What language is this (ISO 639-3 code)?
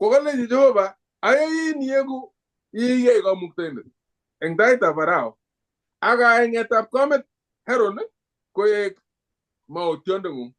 kln